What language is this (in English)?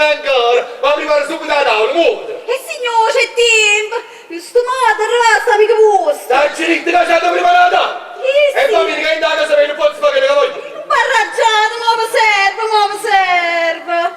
Neapolitan